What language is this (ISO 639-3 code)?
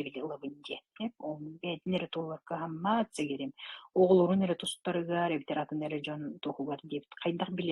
sah